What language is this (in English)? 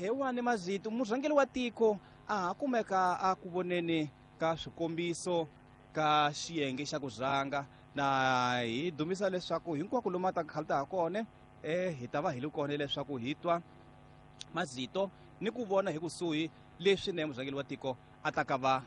Tsonga